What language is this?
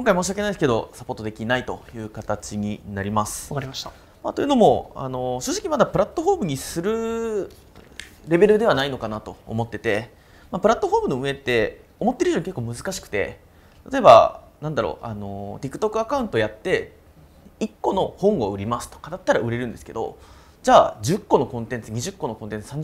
Japanese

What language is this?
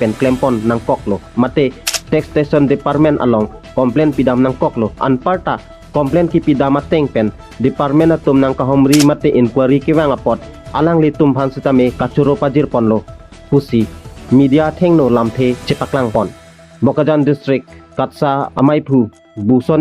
Karbi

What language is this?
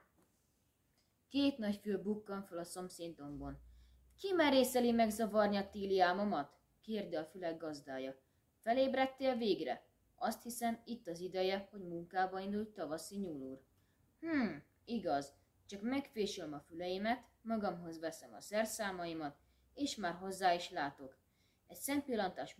Hungarian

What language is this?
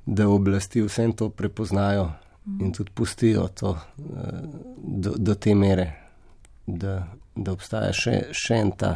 Slovenian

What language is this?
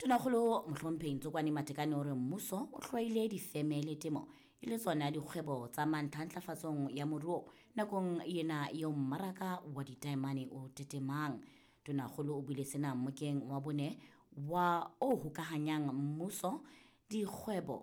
Southern Sotho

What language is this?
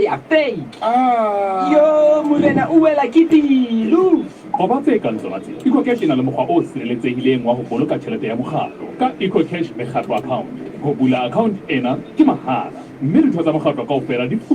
Southern Sotho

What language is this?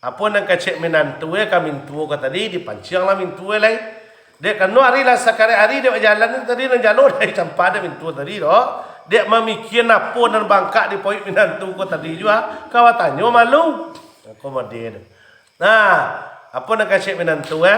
Minangkabau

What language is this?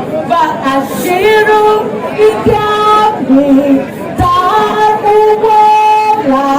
Tiv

